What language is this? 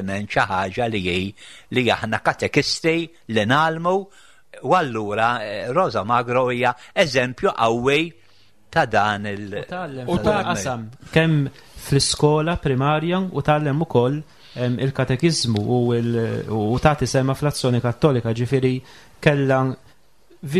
Maltese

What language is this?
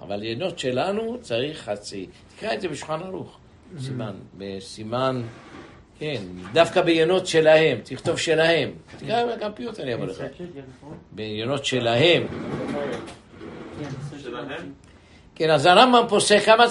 Hebrew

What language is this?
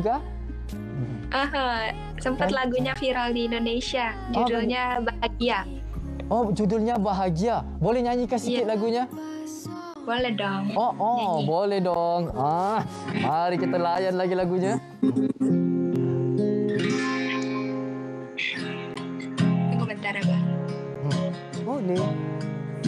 Malay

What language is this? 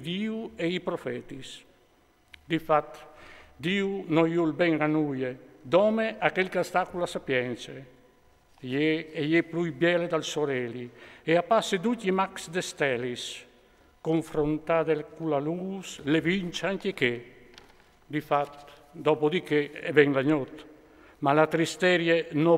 Friulian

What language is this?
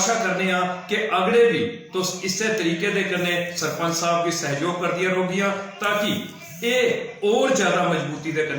Dogri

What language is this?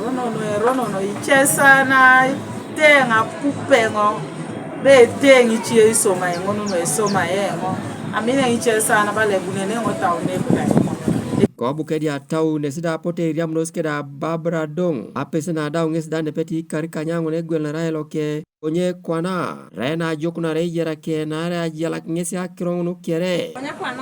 Teso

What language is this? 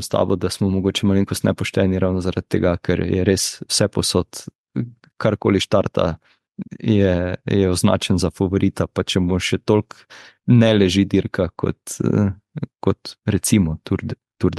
Slovenian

